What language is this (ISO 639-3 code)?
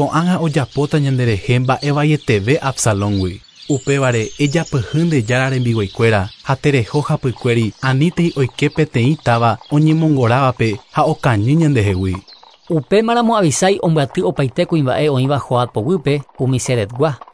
grn